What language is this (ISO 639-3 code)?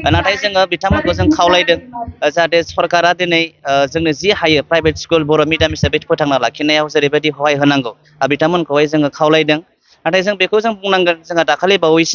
brx